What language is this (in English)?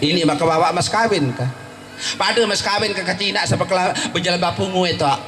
Sasak